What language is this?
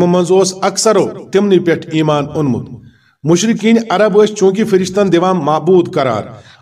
Kashmiri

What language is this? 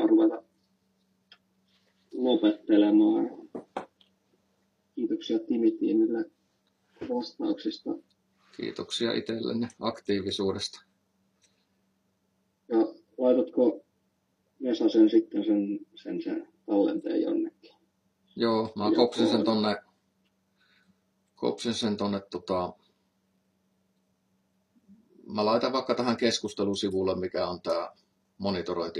Finnish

